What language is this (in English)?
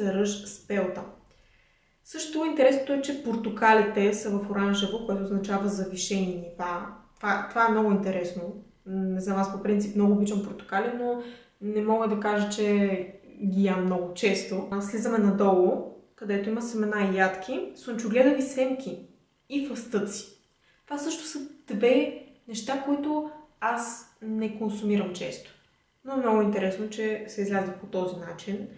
Bulgarian